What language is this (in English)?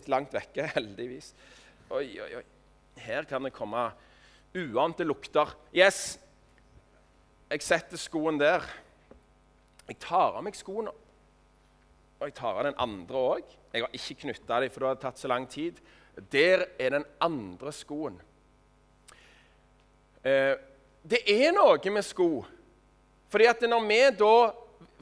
Norwegian